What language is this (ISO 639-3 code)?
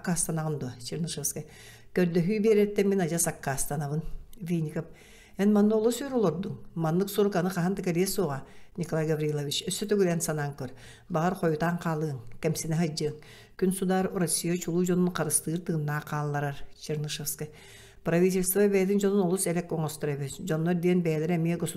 sah